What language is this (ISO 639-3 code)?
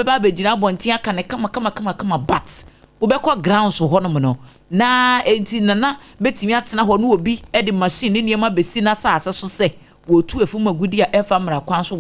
aka